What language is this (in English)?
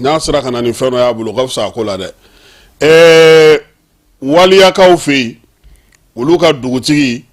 Bambara